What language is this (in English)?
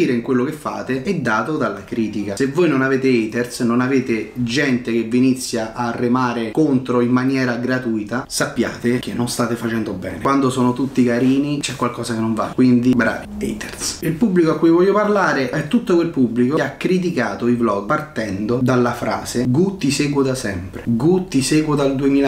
Italian